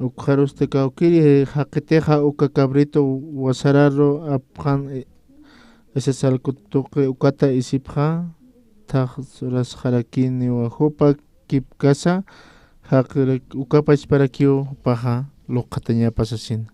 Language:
Aymara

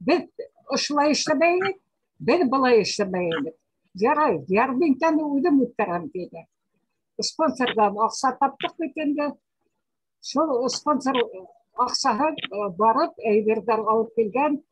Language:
Bashkir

